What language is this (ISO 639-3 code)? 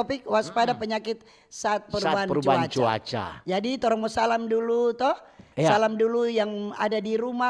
xmm